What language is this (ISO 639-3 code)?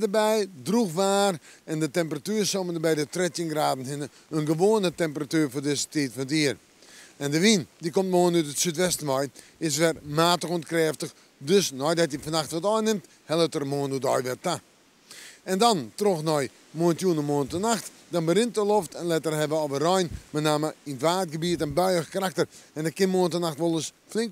fry